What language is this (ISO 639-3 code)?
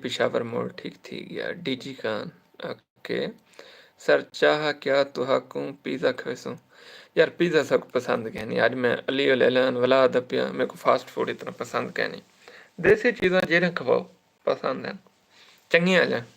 skr